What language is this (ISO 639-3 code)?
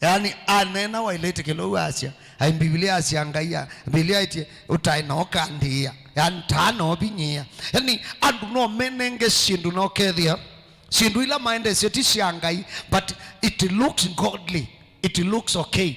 kam